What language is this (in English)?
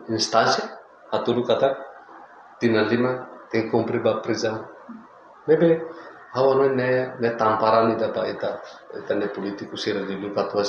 Tetum